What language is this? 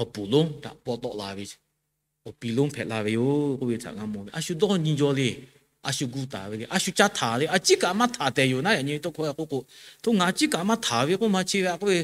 Lahu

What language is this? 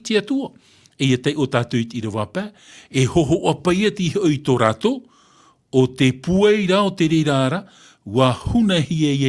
Tahitian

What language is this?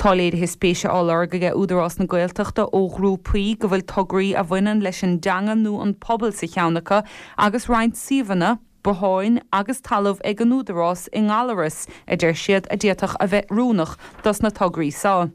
Irish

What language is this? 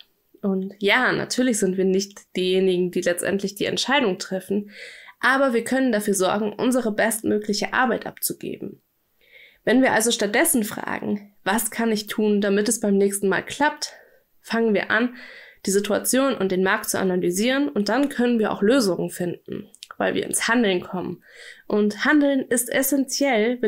German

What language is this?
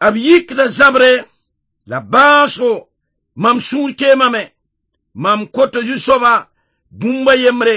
Mossi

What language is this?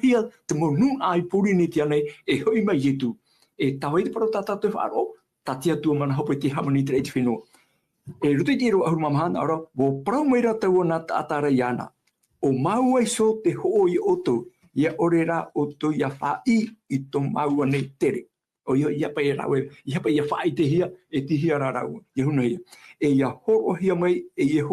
Tahitian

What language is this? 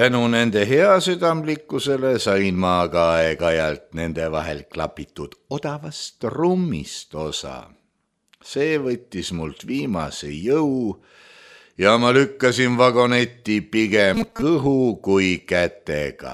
Estonian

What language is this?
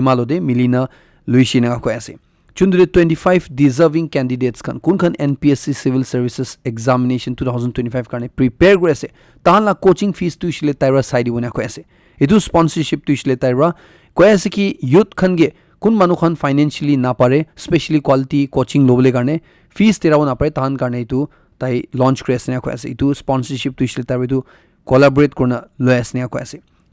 Naga Pidgin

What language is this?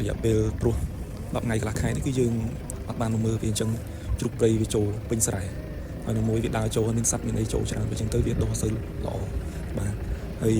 Khmer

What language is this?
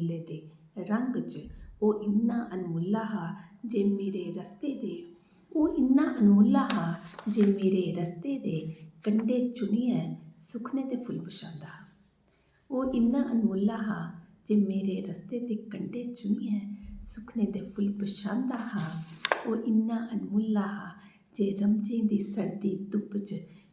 Dogri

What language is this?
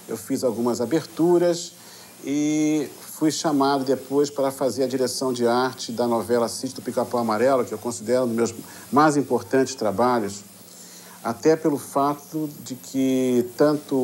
Portuguese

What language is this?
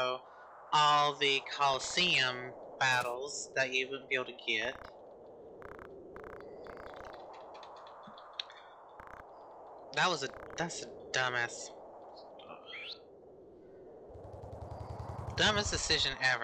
English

